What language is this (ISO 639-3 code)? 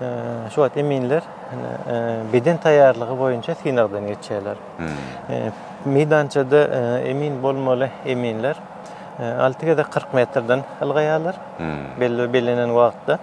tuk